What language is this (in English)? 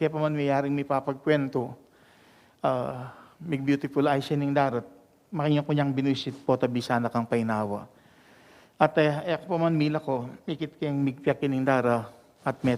Pampanga